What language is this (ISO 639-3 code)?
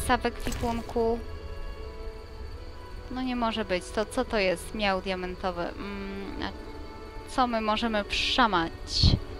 pol